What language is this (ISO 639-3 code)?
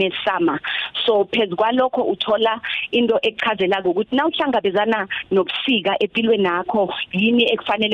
nbl